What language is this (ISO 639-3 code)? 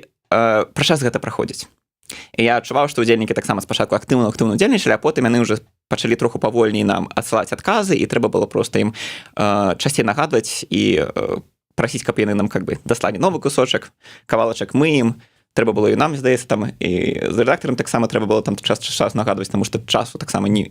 bel